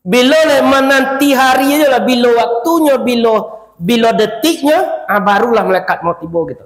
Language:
Minangkabau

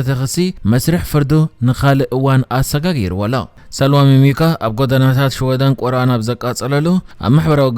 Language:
Tigrinya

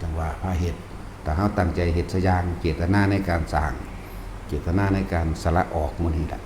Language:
Northeastern Thai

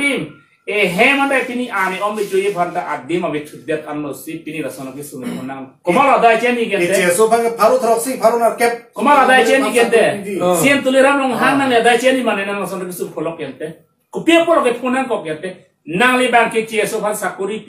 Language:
Karbi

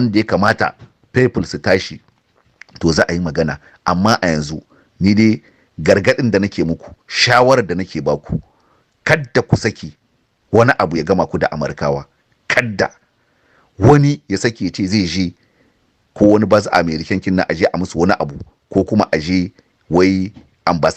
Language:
Hausa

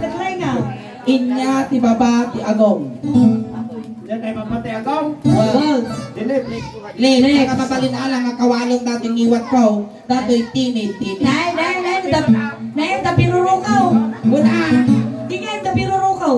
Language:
Iloko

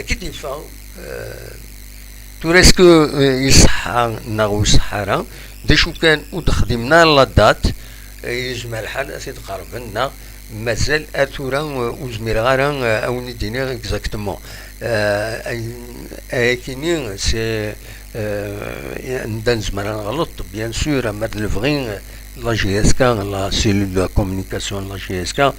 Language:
Kabyle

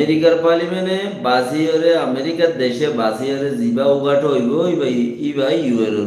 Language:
Rohingya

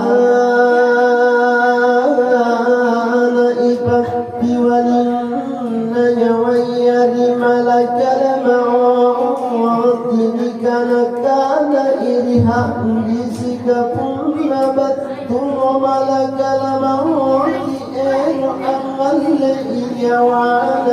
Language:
Makasar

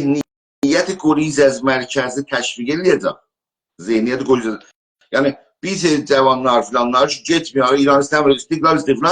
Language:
South Azerbaijani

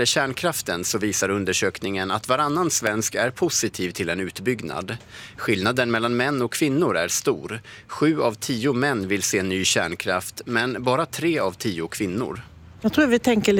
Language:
Swedish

